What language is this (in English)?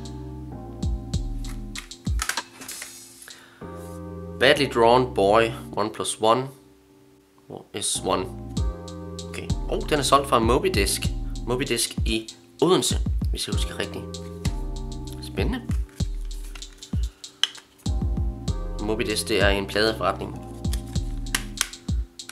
Danish